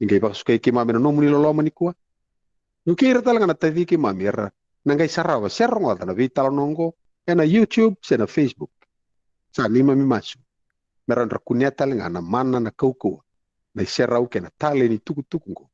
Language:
Fijian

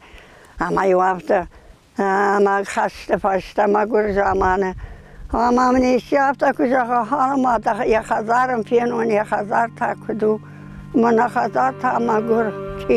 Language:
Ossetic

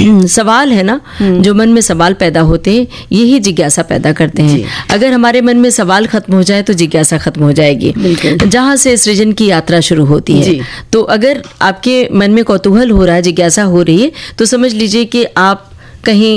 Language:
Hindi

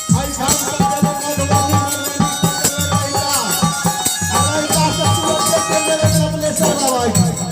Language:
Maithili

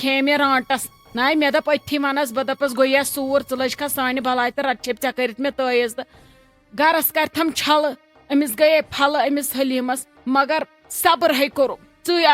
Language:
Kashmiri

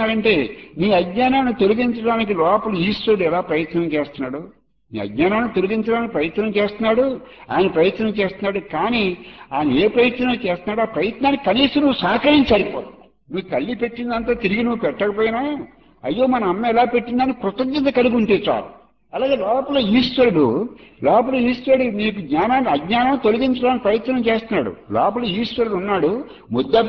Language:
Telugu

